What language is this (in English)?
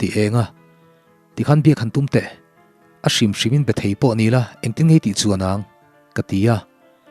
Mizo